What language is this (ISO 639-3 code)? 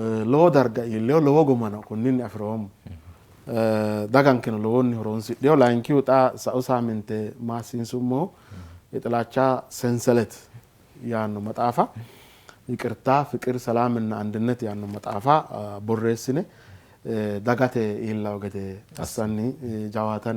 sid